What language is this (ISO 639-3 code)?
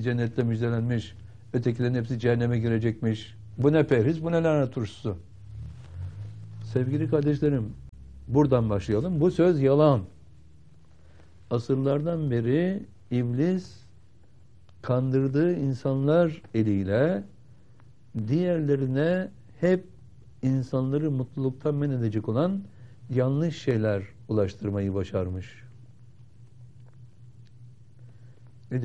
tur